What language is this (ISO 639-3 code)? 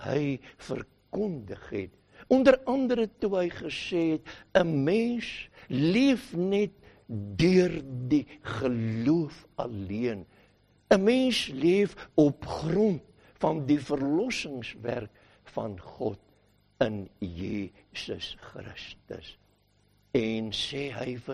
afr